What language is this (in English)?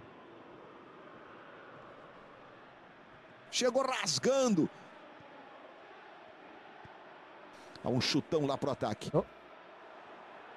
Portuguese